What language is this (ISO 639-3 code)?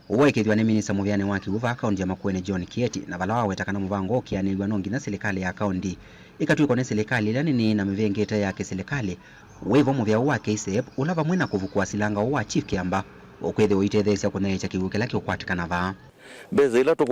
kam